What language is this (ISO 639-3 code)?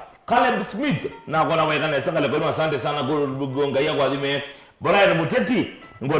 kam